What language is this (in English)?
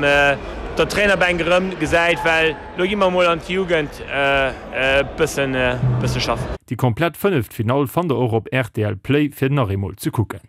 Luxembourgish